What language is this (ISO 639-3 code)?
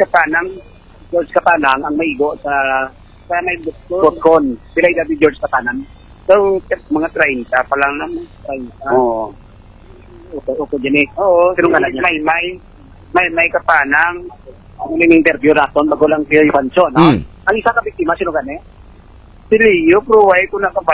fil